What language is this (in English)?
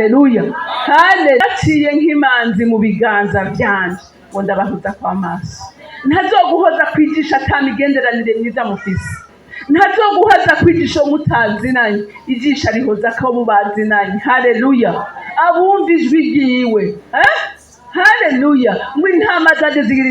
Rundi